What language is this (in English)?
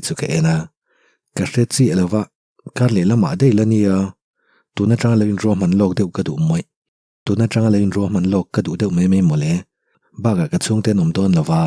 Mizo